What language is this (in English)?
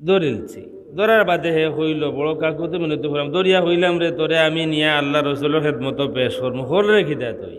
Sylheti